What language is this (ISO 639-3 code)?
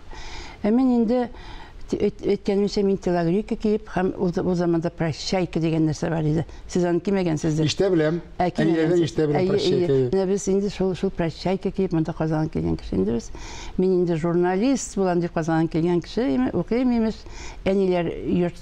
tat